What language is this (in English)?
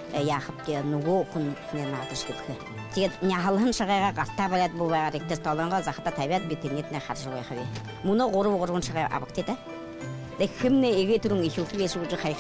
Buriat